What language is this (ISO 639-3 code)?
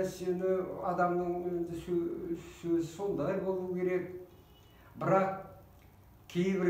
kaz